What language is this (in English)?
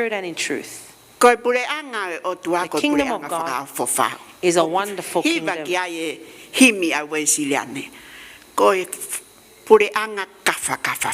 Tongan